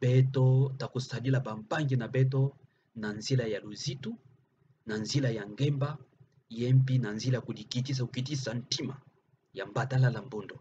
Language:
Kituba (Democratic Republic of Congo)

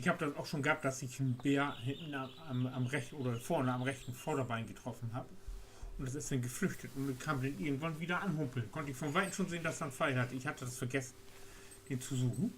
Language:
Low German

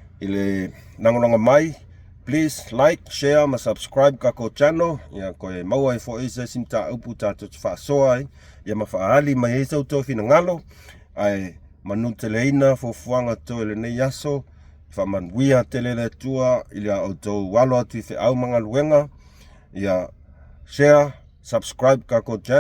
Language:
Samoan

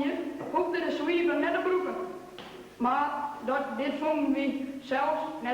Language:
Western Frisian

